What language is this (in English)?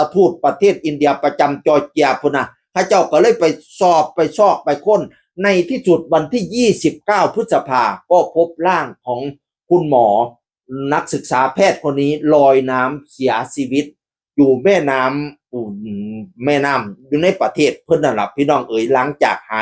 Northeastern Thai